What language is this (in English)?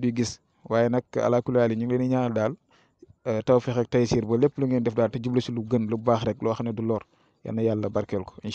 Wolof